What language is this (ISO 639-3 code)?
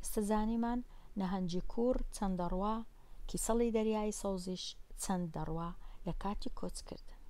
ckb